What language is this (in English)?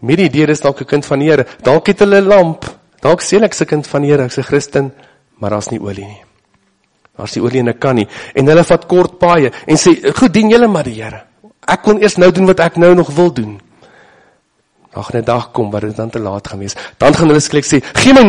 Afrikaans